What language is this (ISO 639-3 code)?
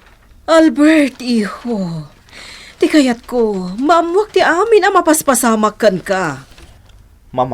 ilo